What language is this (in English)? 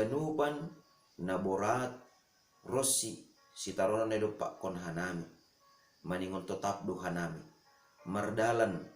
Batak Simalungun